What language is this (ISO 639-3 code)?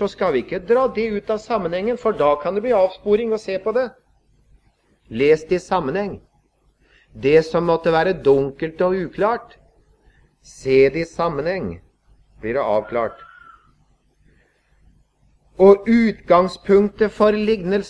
nor